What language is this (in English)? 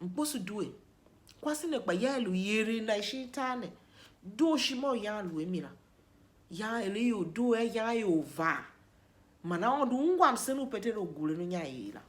Tiv